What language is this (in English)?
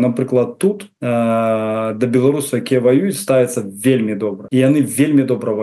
Belarusian